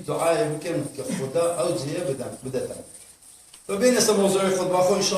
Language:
Kurdish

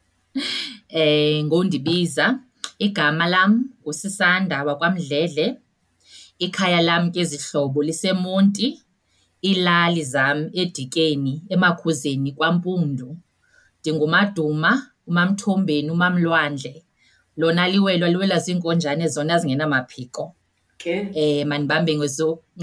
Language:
Xhosa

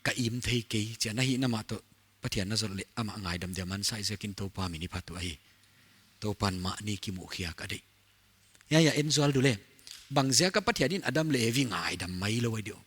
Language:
Paite Chin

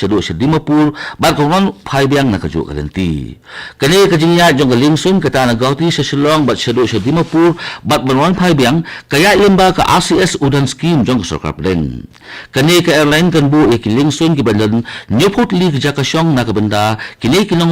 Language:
Khasi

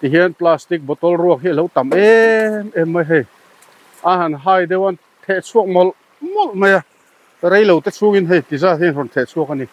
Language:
Mizo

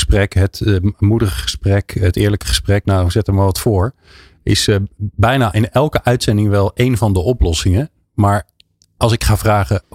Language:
Dutch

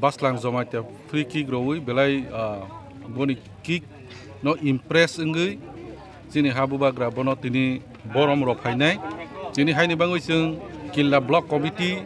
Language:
Kok Borok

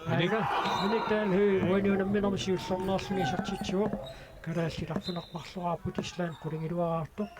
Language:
Kalaallisut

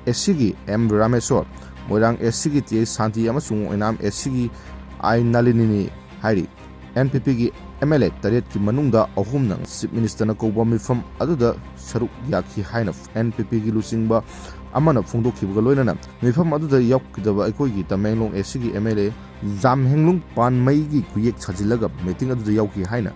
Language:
Manipuri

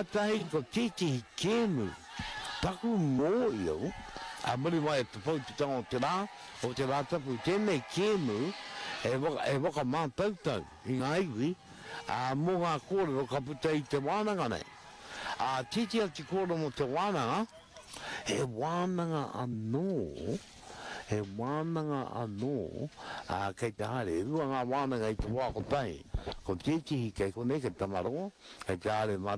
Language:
Māori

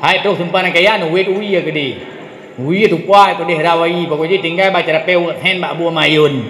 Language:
Achinese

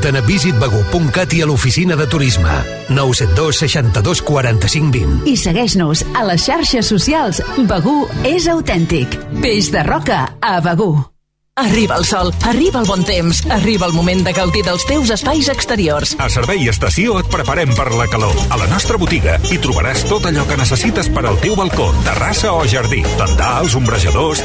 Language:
Catalan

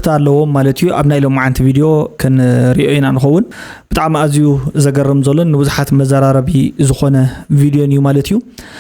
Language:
Tigrinya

